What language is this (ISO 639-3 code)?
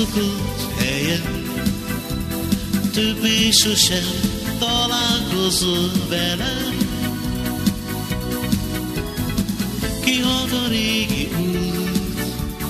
hun